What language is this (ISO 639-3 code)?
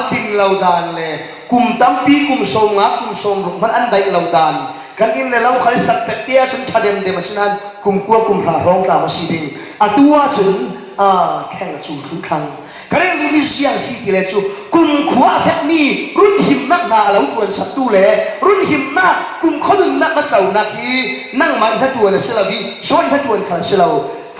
cfm